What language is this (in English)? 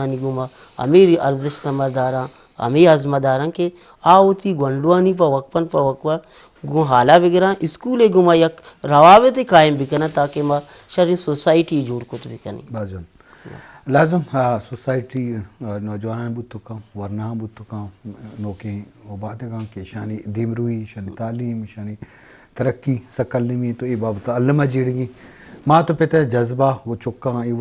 Eastern Balochi